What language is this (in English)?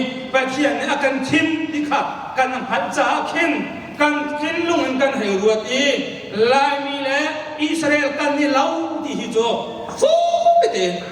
Hakha Chin